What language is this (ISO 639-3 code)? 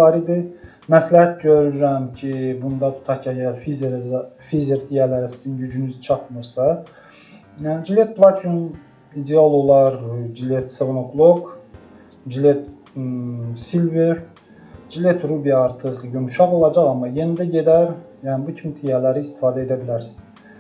aze